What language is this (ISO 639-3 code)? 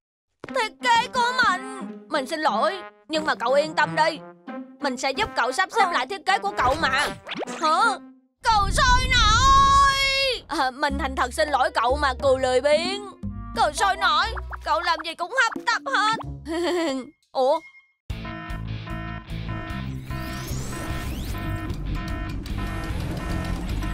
vie